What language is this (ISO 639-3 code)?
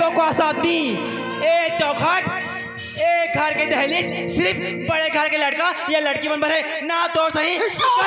hne